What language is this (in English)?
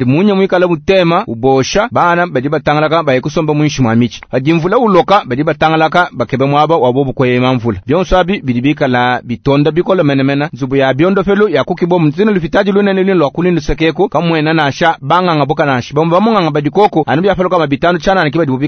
Luba-Lulua